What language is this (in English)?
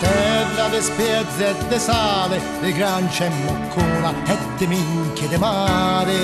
Neapolitan